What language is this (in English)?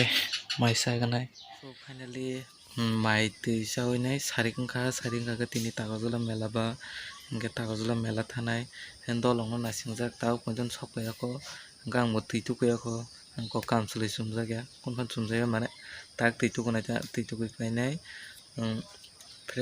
Kok Borok